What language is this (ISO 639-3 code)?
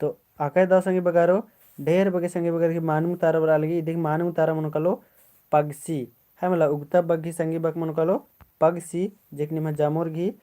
kru